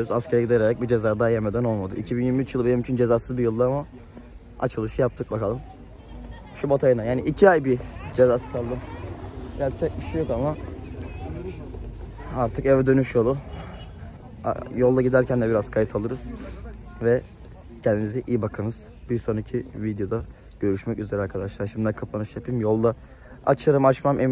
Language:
Turkish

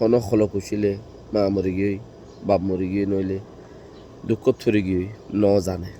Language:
Rohingya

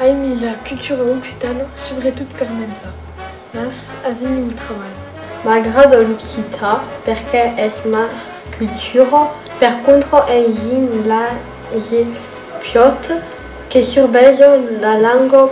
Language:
Occitan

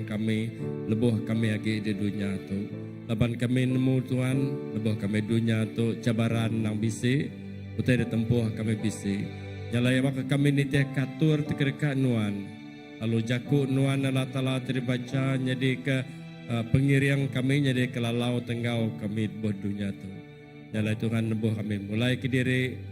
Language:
Iban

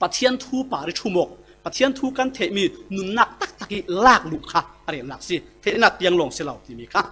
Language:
Falam Chin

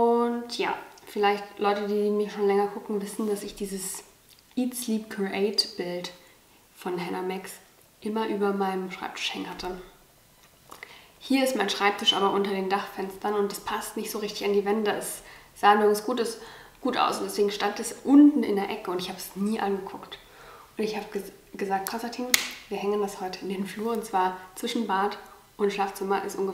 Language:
German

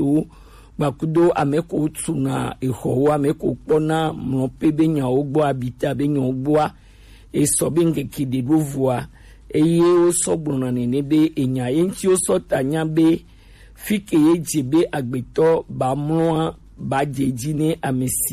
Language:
Gen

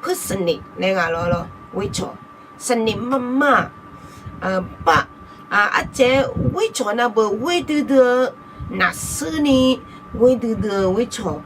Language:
Akha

